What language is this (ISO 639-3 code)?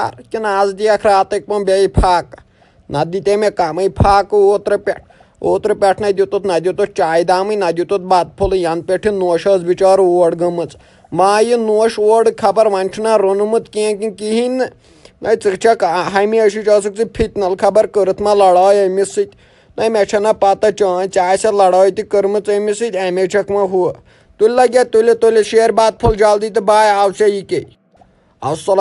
kas